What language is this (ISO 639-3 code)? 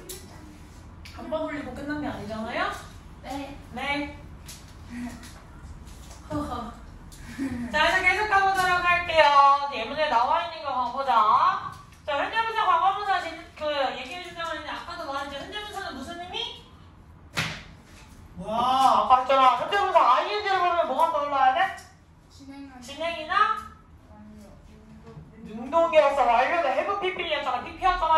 kor